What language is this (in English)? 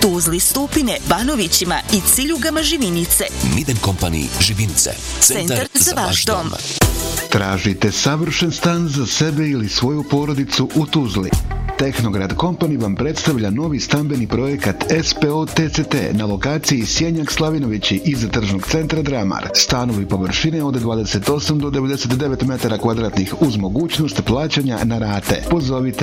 Bosnian